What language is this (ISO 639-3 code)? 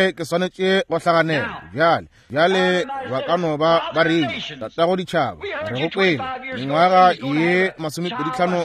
nso